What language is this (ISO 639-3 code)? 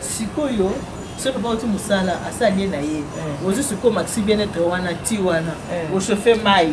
lin